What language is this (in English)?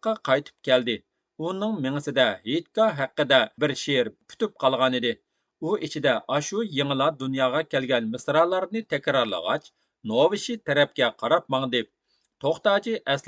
Uyghur